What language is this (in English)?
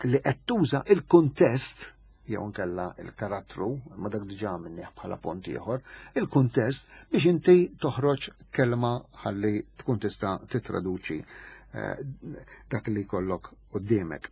Maltese